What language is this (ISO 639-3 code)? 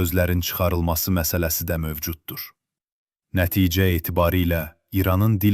azb